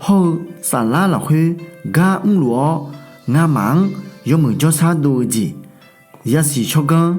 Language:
Akha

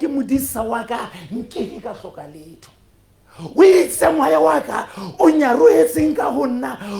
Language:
Southern Sotho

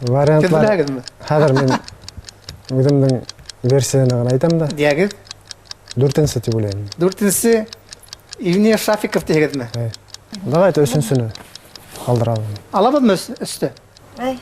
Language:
Bashkir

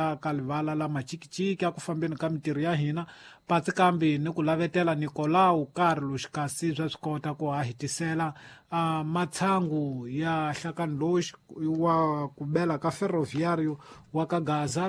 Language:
Tsonga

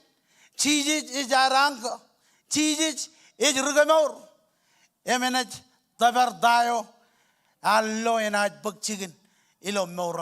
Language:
Marshallese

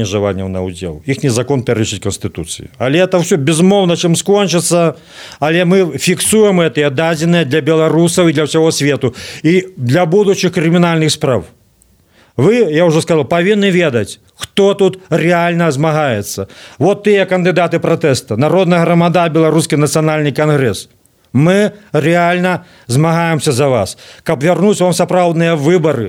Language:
Belarusian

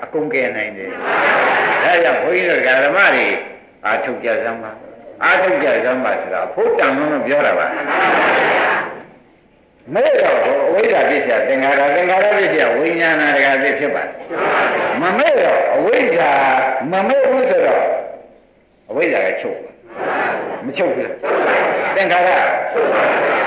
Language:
Burmese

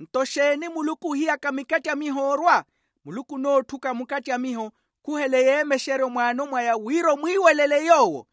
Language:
Makhuwa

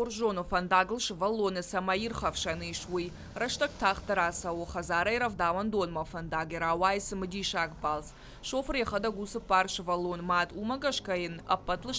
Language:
Ossetic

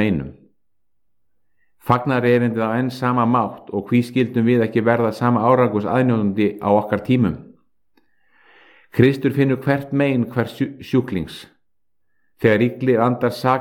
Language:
Icelandic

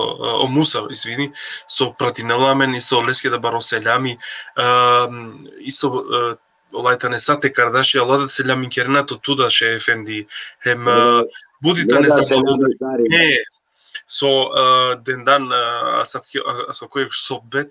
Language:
Balkan Romani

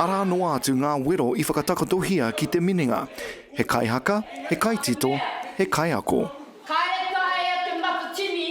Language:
Māori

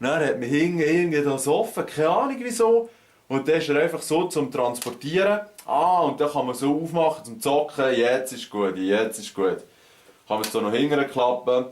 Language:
Swiss German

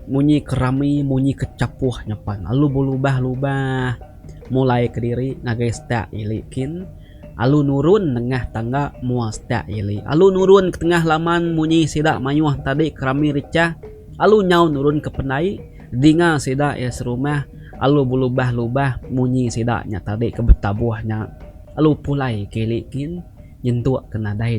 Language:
Iban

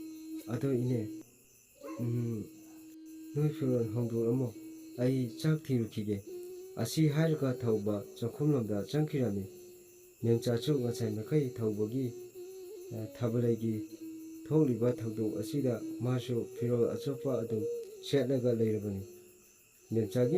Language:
Manipuri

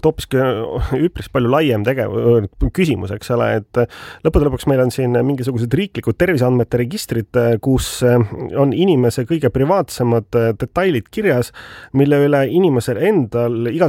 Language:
Estonian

